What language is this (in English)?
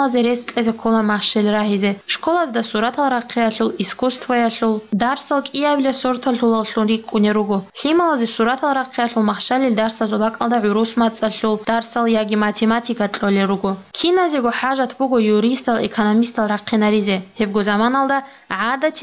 Avaric